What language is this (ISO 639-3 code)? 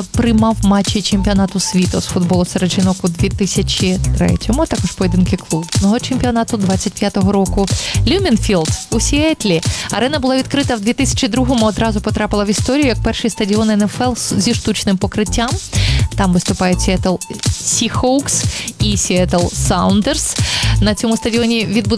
ukr